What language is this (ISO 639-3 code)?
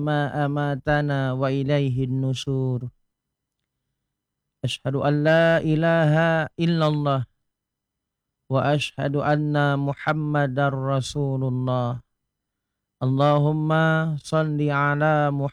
ind